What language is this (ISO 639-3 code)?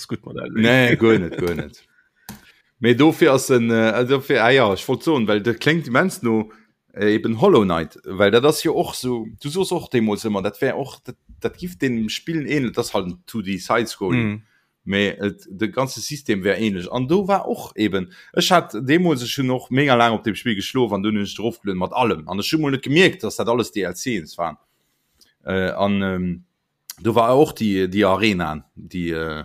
ltz